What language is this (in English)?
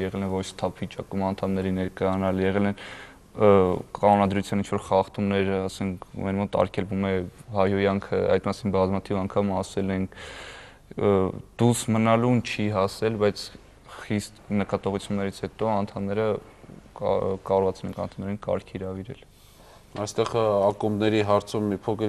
Armenian